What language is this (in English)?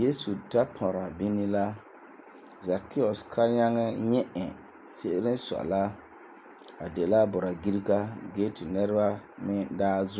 Frafra